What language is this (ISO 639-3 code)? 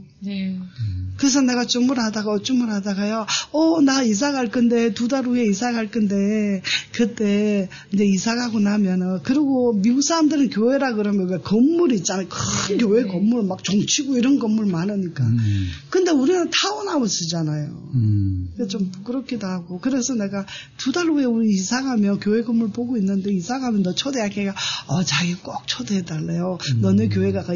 kor